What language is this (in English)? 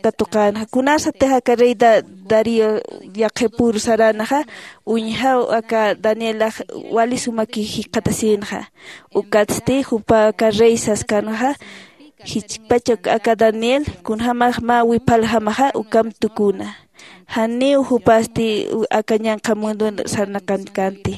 Aymara